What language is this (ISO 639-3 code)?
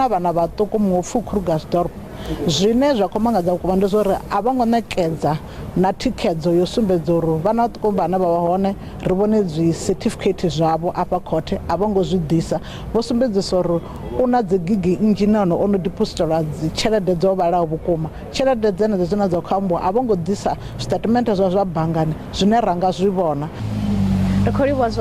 ven